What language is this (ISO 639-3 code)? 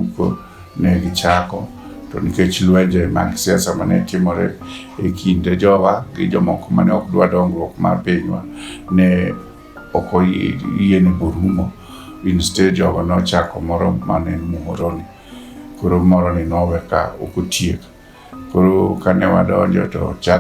luo